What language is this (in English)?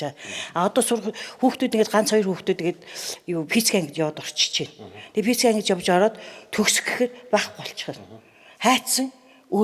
Mongolian